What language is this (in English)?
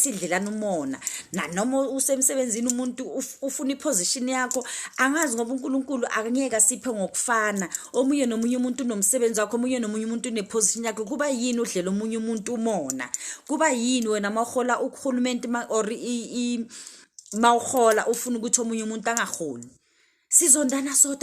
Zulu